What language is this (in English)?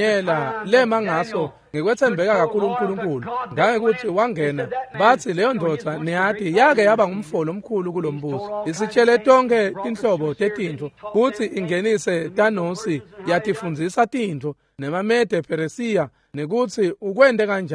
Swati